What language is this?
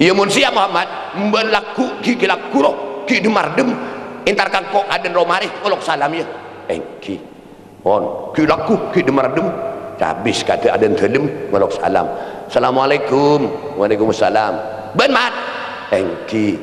Madurese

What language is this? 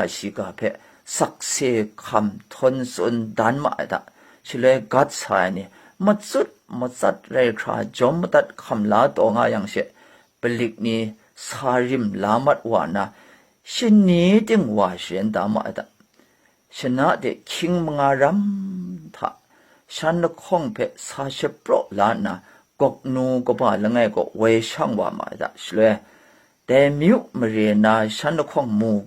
Kachin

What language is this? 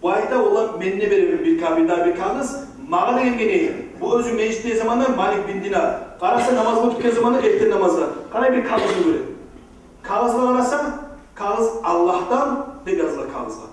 Kumyk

